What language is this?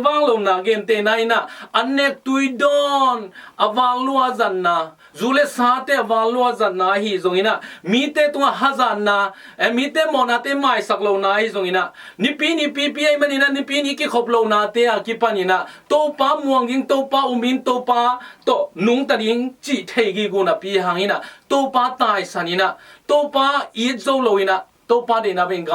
Tedim Chin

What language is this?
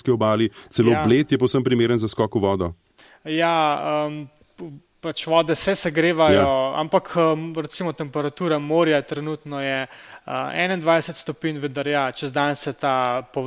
Slovenian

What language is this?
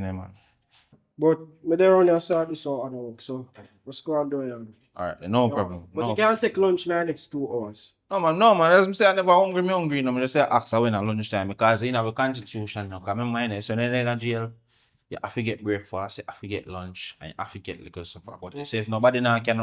Jamaican Creole English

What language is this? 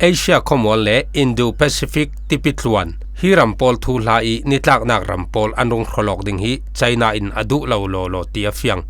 Falam Chin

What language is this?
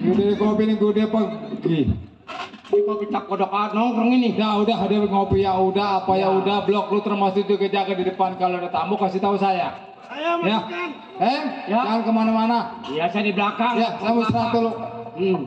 Betawi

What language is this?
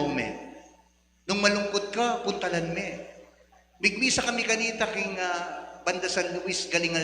Pampanga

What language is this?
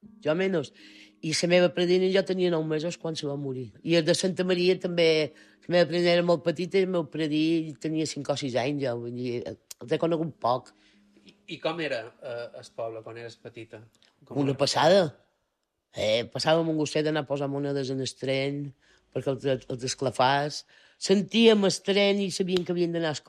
Catalan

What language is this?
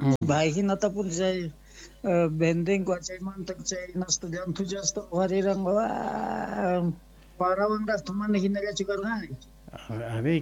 Quechua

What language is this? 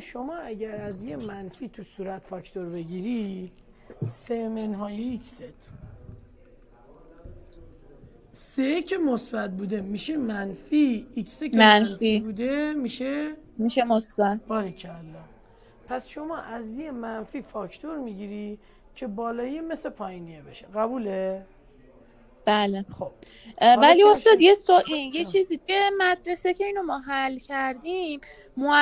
Persian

